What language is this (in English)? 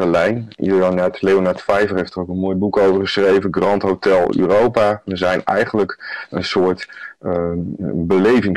Dutch